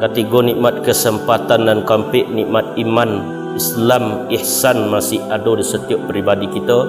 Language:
Minangkabau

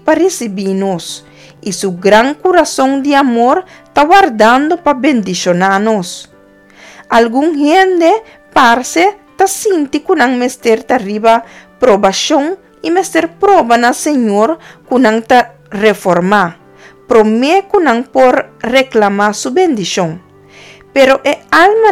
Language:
Papiamento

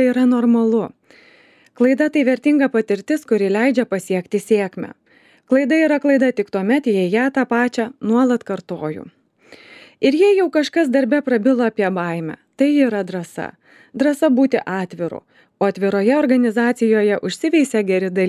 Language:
Lithuanian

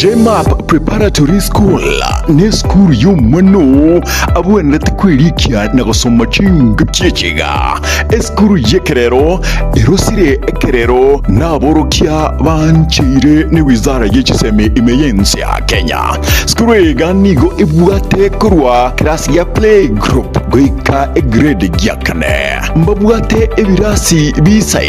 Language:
Gusii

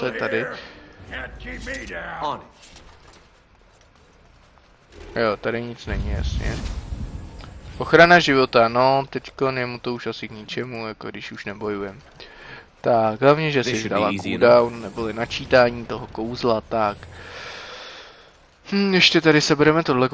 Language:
Czech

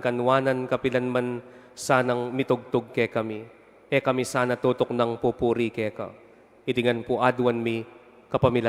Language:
Pampanga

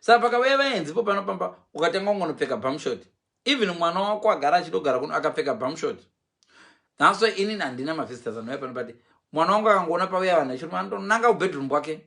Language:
Shona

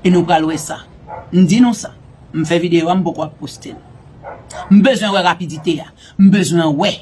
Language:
Haitian Creole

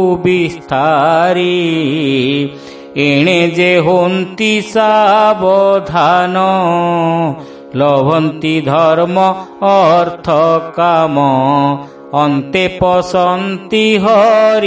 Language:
Odia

